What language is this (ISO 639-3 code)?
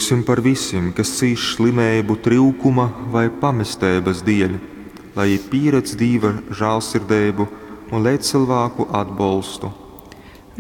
ltg